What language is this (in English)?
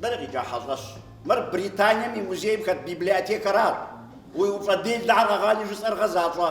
Kabardian